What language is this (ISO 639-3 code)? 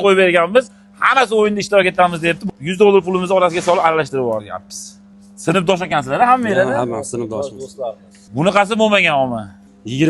uzb